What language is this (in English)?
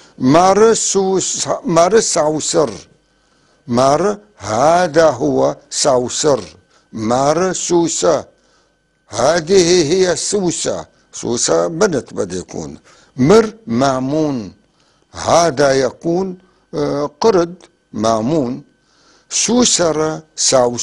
North Levantine Arabic